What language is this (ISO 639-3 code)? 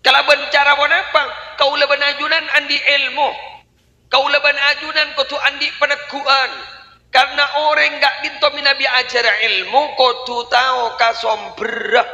mad